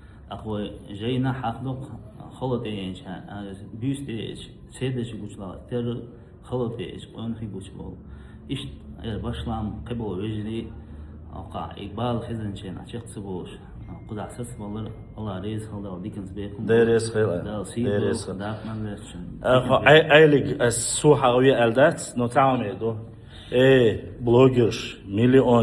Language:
Chechen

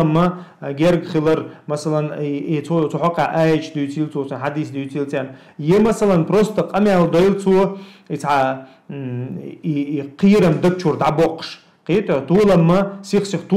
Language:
Chechen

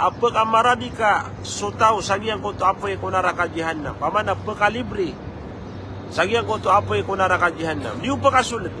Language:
Maranao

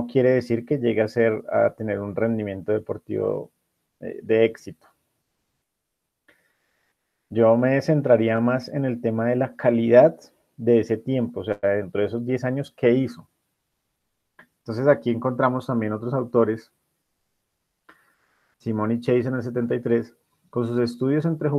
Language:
Spanish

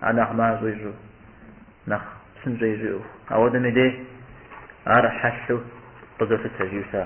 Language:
Kabardian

